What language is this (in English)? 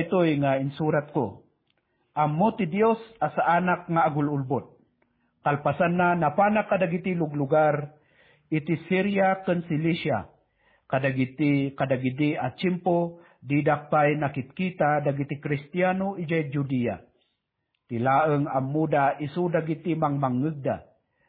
Iloko